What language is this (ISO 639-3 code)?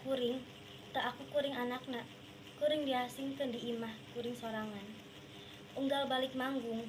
sun